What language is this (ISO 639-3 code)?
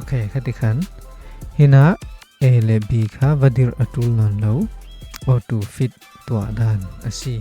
cfm